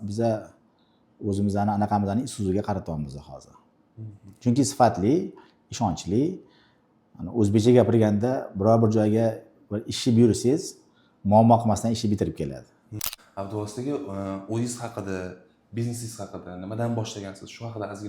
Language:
Uzbek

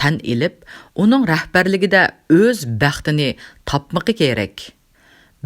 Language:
Uyghur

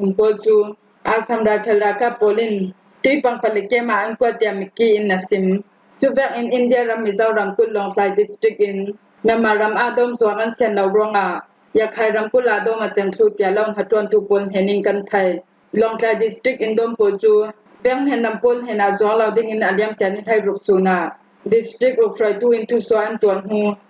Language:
Falam Chin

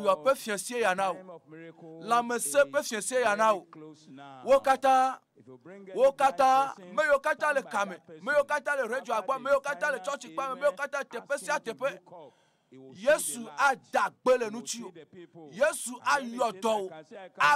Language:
Ewe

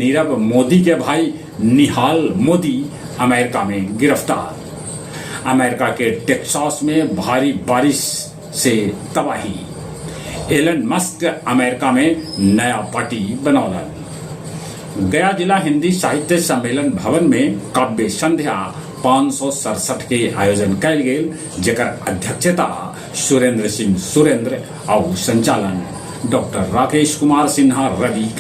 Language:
Magahi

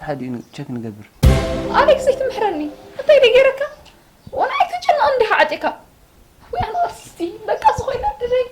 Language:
Tigrinya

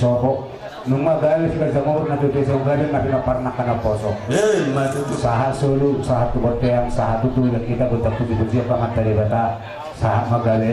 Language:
Batak Toba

